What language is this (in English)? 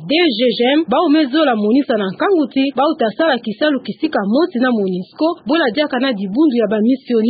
Kituba (Democratic Republic of Congo)